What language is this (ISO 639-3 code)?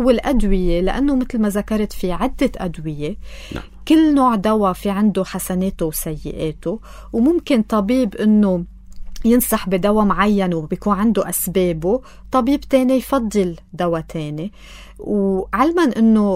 apc